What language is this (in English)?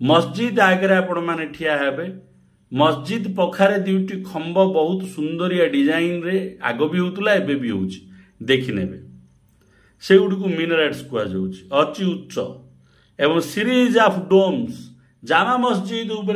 Odia